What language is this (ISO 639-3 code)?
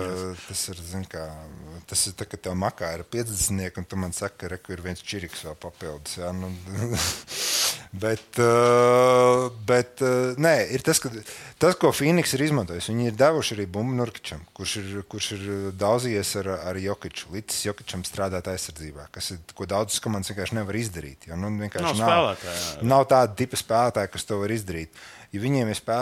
lav